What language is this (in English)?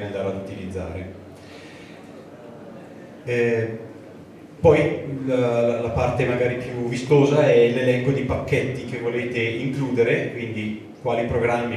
Italian